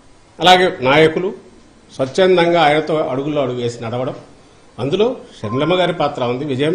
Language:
Telugu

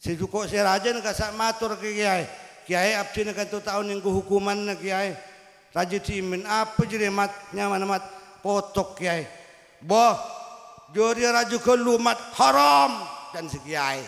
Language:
Madurese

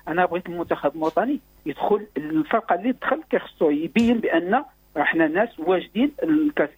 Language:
Moroccan Arabic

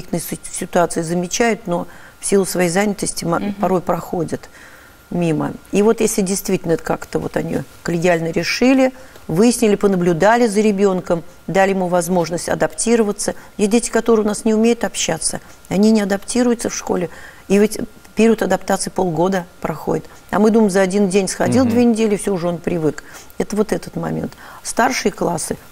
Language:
Russian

